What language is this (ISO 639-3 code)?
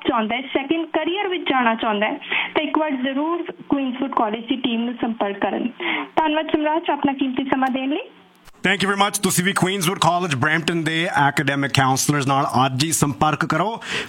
pan